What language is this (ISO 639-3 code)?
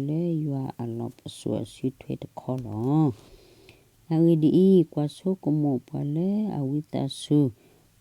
ksw